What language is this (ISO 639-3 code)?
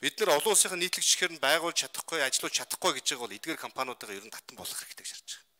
mon